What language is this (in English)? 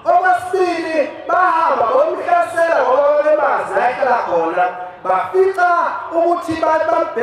Zulu